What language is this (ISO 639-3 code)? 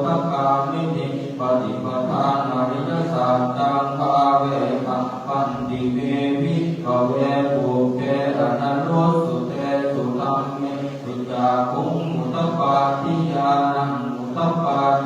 pli